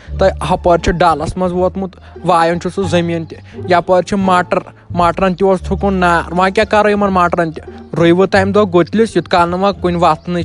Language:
Kashmiri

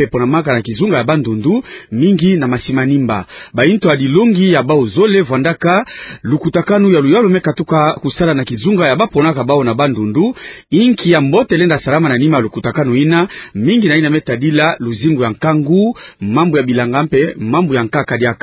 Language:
Kituba (Democratic Republic of Congo)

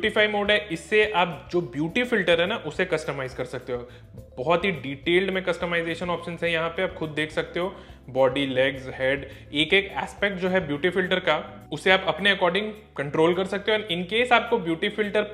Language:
Hindi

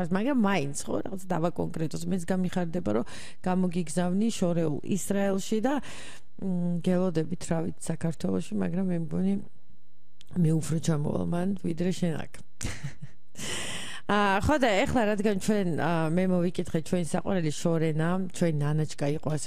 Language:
Georgian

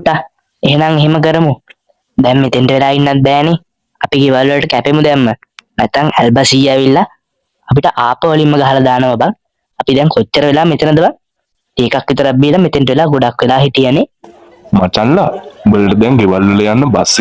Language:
Sinhala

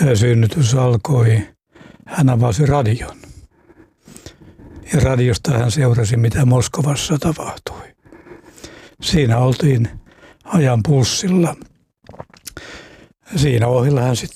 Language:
Finnish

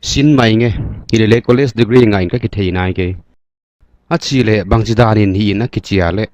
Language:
Paite Chin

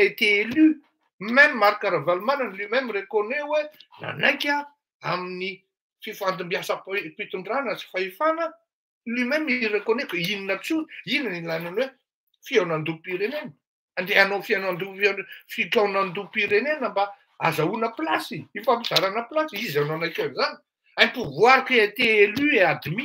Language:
Malagasy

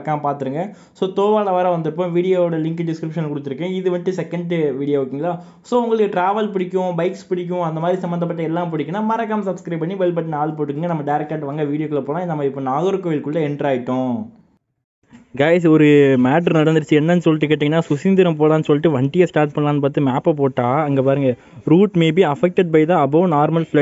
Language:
Tamil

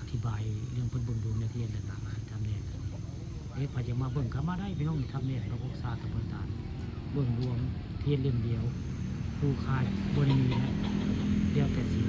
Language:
Northeastern Thai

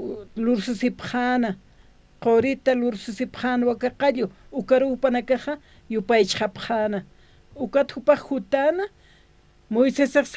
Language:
Aymara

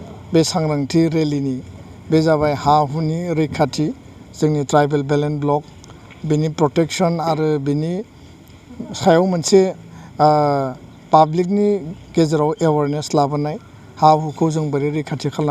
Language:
Bodo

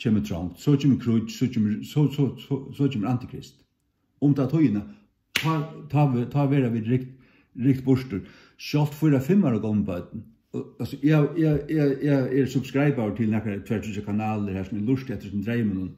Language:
Faroese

